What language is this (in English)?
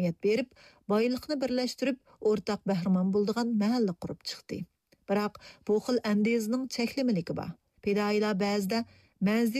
Uyghur